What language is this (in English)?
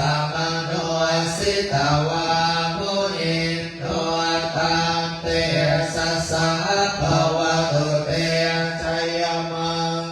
Pali